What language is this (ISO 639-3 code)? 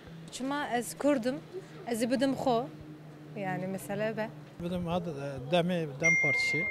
kur